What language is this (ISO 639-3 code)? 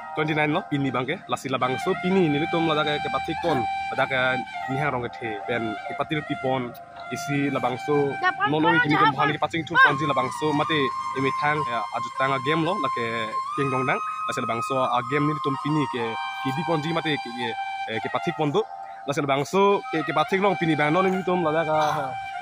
mjw